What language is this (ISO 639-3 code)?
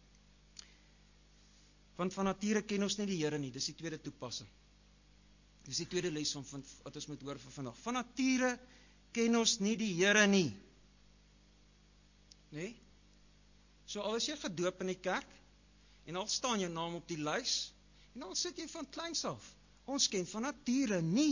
afr